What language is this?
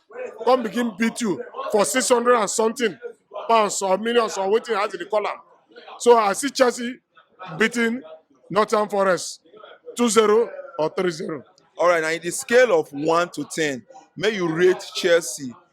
Nigerian Pidgin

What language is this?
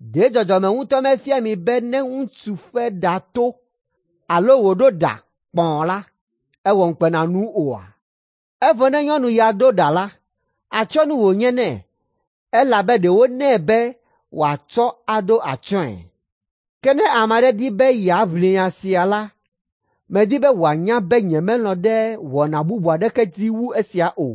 Ewe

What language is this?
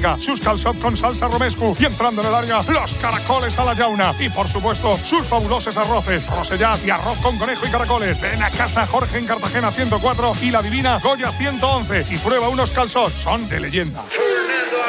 Spanish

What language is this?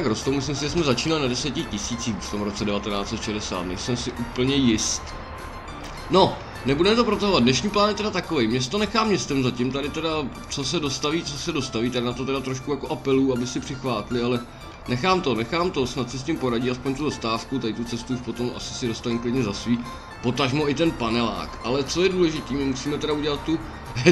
Czech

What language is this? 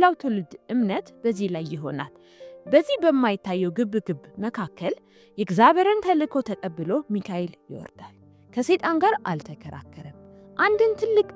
Amharic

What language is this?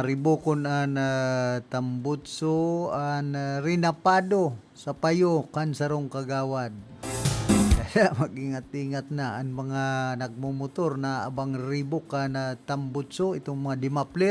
Bikol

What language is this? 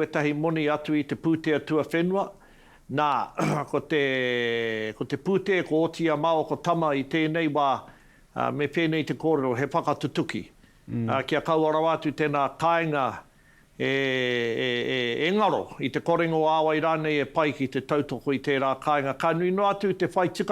Māori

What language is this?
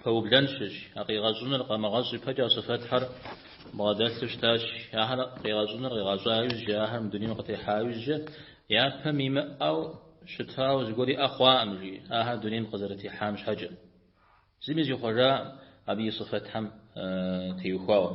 Kabardian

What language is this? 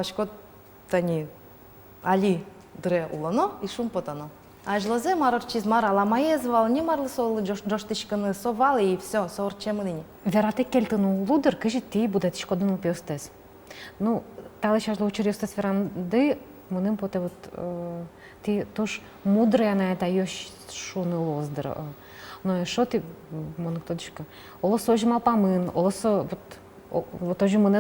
Udmurt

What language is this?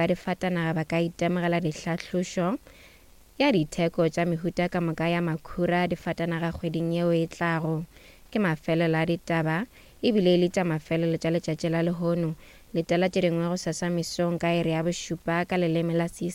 Northern Sotho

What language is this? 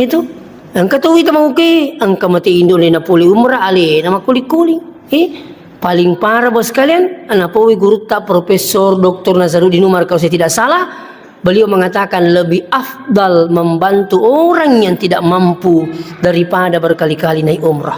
Buginese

